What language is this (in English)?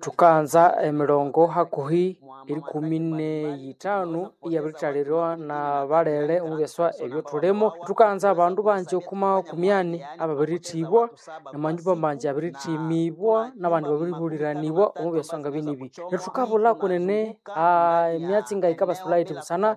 Nande